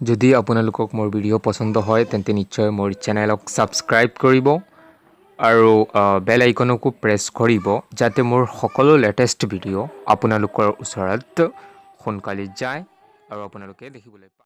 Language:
Assamese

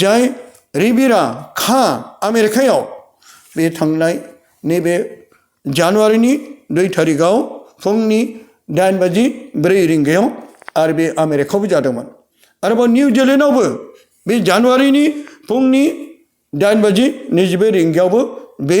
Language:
Bodo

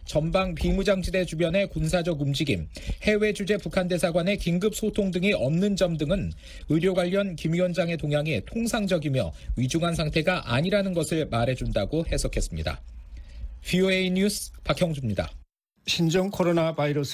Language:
Korean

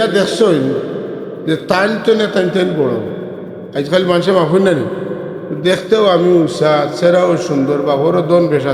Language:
Sylheti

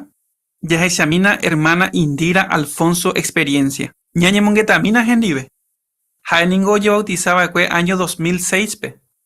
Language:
Guarani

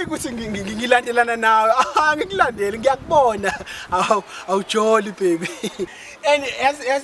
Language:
Zulu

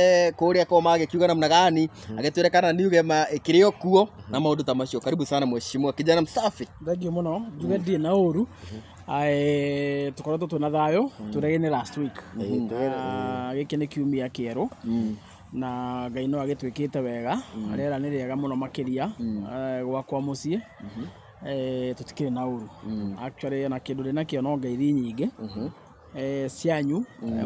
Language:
Kikuyu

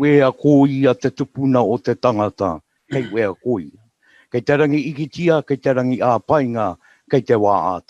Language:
Māori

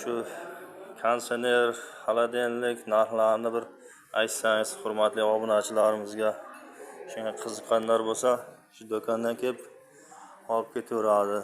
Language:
Uzbek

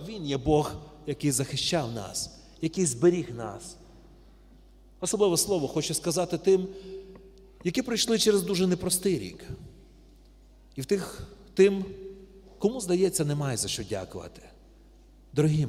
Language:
Ukrainian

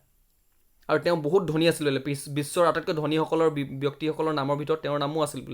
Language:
Assamese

